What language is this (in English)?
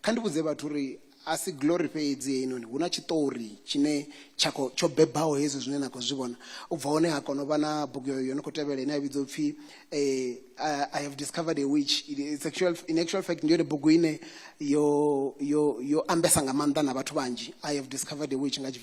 Venda